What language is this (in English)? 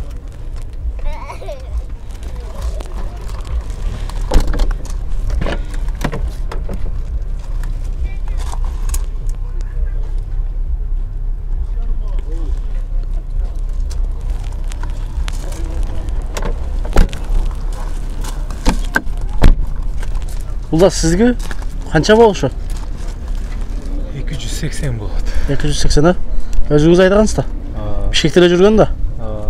Kyrgyz